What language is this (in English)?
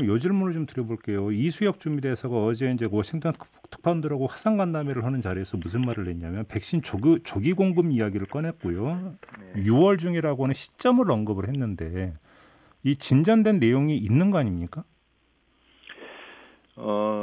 Korean